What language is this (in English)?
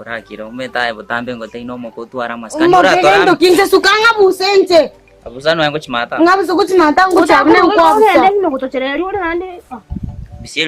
Gusii